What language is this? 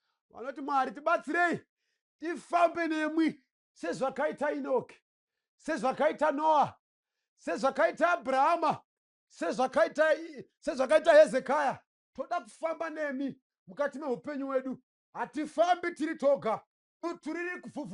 Shona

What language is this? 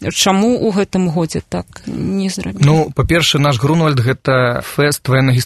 Belarusian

